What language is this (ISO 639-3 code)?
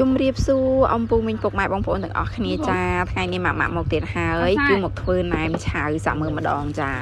khm